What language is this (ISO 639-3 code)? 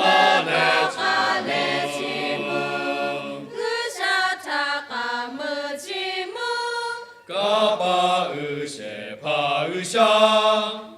lhu